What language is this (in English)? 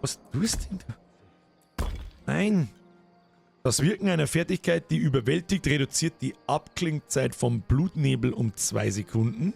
Bavarian